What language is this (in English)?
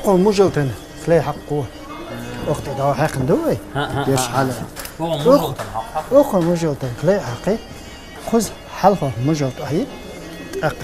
Chechen